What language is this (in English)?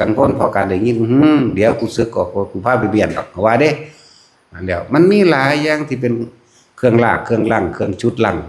Lao